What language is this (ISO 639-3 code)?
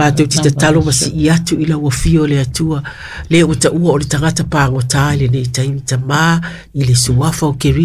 smo